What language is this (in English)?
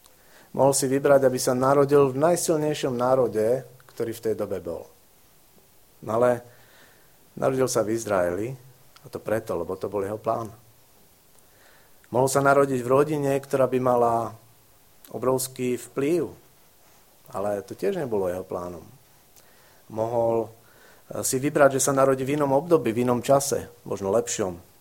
Slovak